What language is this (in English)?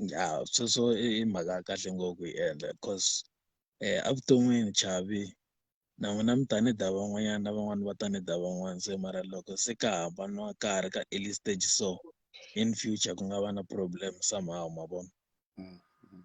Tsonga